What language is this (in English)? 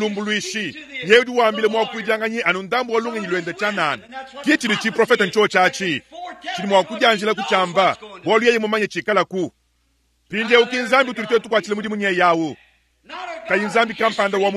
Luba-Lulua